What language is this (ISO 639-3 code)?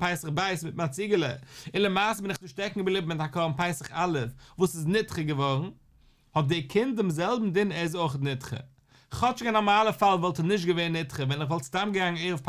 yid